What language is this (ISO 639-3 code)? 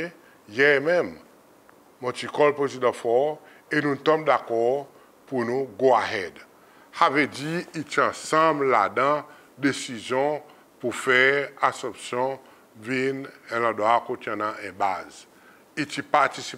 crs